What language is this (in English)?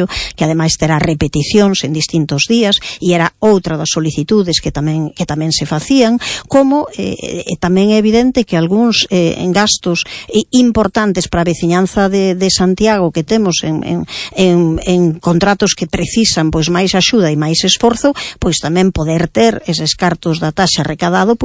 Galician